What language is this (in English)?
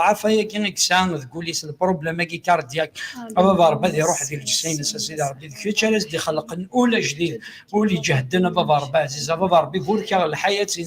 Kabyle